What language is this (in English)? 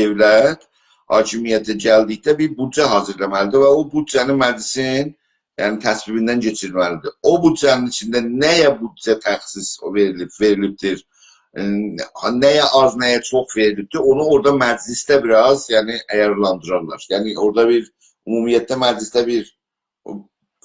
South Azerbaijani